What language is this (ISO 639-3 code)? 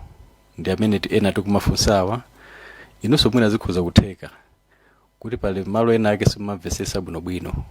nya